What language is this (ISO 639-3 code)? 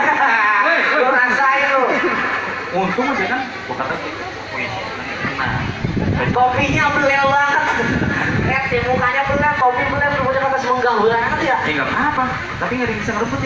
bew